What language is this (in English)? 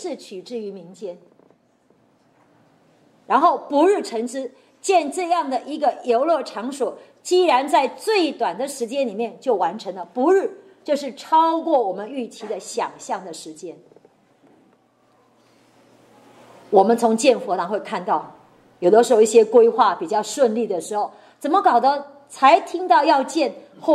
Chinese